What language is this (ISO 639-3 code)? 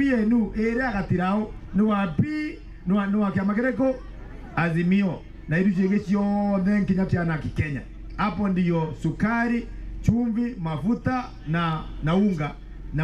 mer